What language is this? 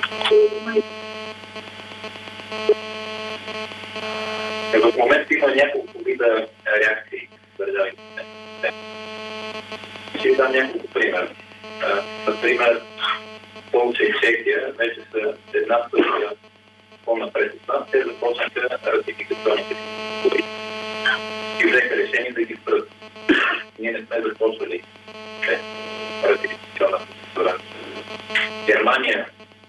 Bulgarian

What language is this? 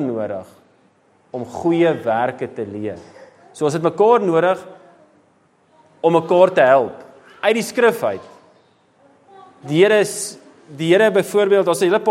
Afrikaans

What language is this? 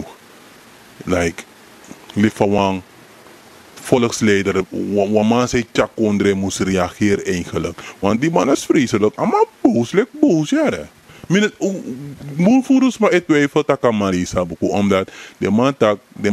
Sranan Tongo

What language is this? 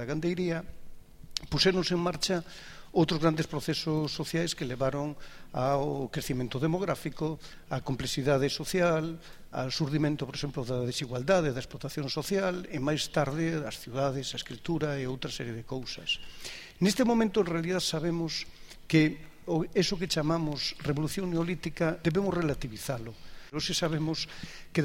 Galician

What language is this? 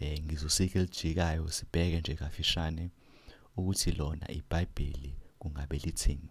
Zulu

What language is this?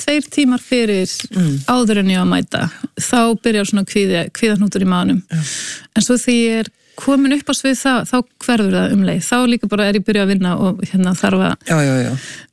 Icelandic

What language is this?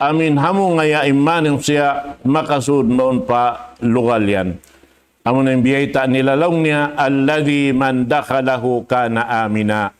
Tausug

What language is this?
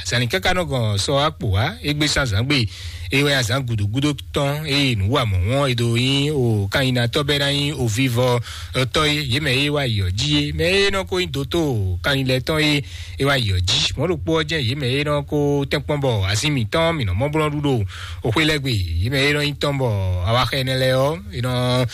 Fon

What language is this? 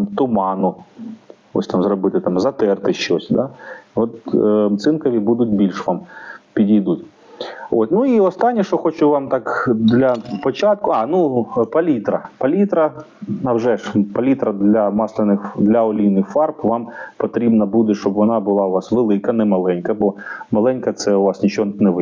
Ukrainian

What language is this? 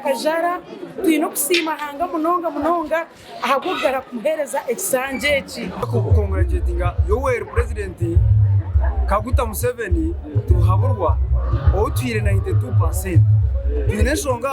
Nyankole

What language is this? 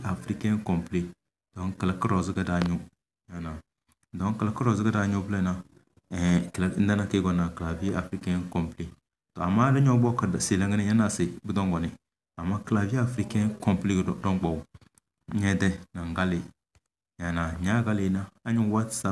Tem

